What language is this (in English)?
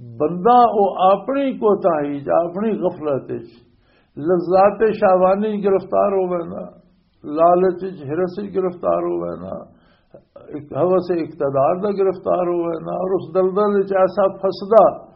Western Panjabi